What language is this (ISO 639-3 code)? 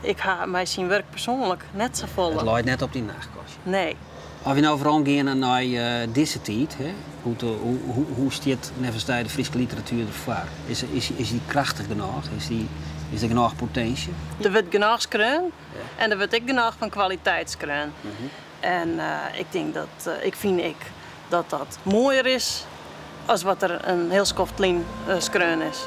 fry